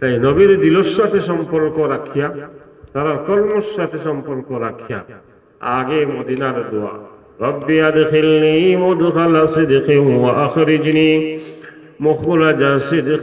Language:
Sylheti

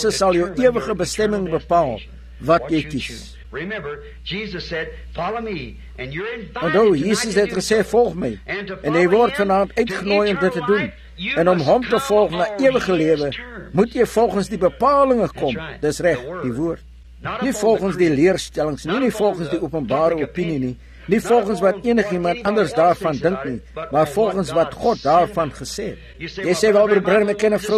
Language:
Afrikaans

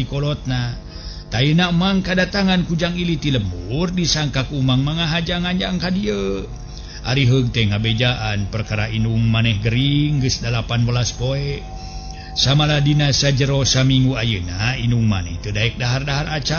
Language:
Sundanese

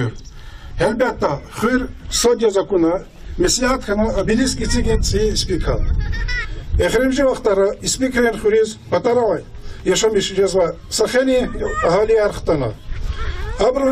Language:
Lezghian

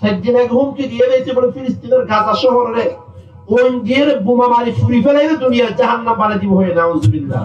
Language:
Rohingya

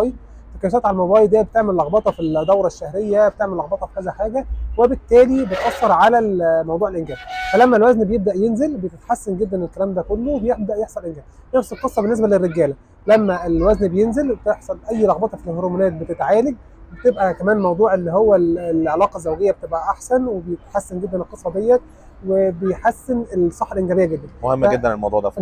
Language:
Egyptian Arabic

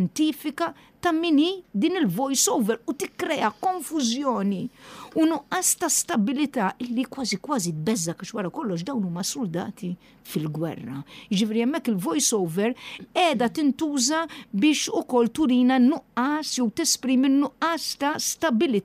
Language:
Maltese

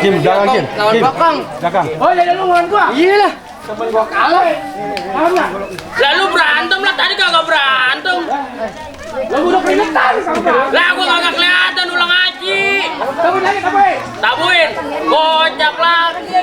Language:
Betawi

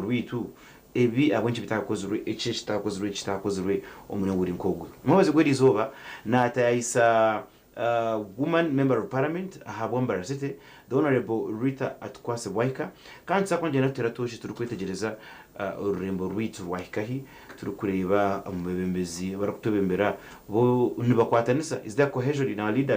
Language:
Nyankole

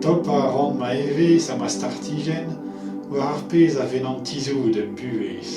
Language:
Breton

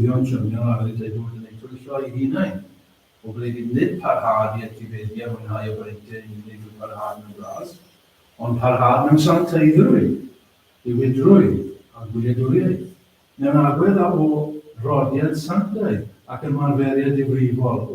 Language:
Welsh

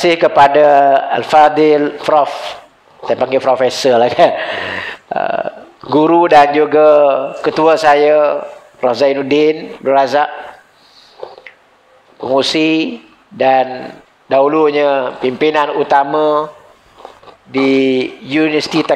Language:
Malay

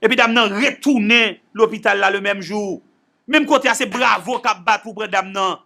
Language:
Haitian Creole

